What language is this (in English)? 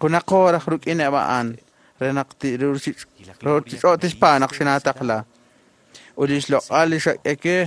Kekchí